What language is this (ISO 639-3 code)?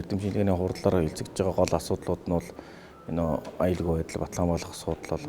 mon